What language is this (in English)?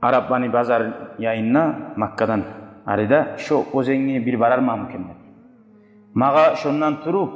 Kumyk